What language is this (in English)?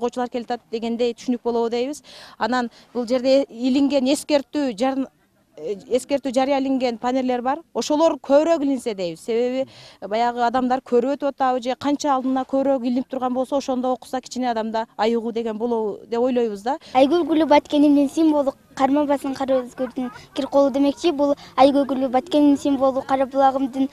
Kyrgyz